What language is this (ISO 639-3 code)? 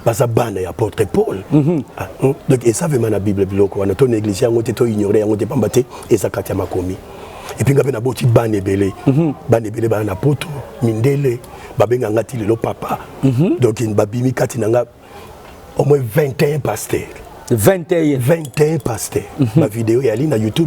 lin